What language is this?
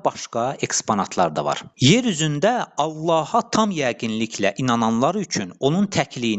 Azerbaijani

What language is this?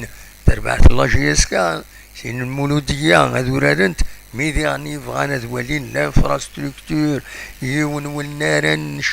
Kabyle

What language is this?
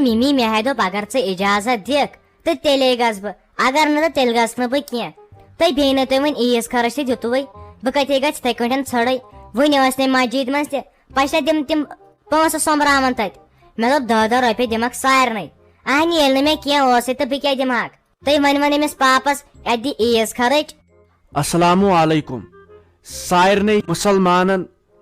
Kashmiri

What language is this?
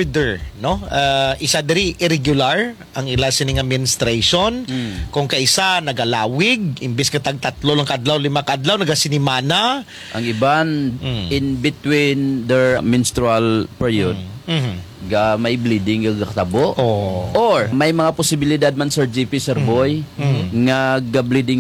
Kinaray-a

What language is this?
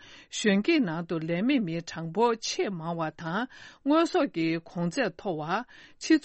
Tibetan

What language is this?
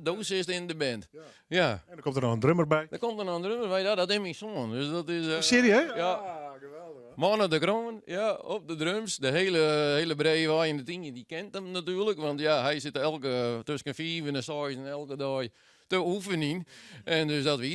Western Frisian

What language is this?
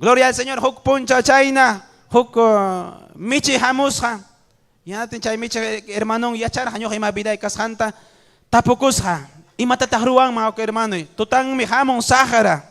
Ayacucho Quechua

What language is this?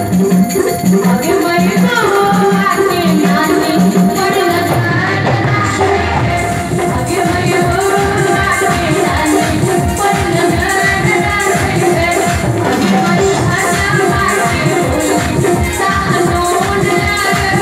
Maithili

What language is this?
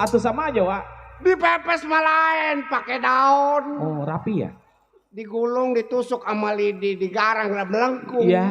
Betawi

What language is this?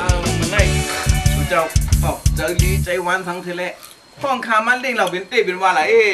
Shan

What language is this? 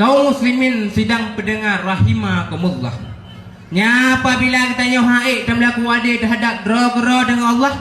Achinese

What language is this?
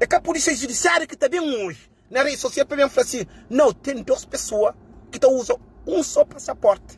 Kabuverdianu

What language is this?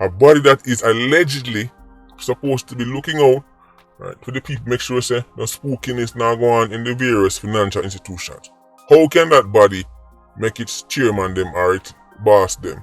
Jamaican Creole English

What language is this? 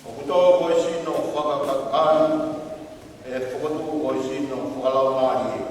Tongan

